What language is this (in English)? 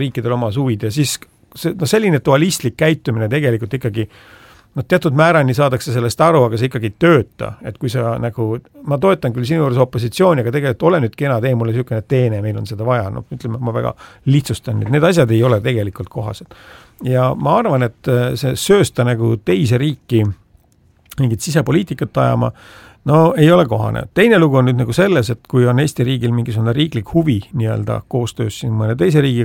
Estonian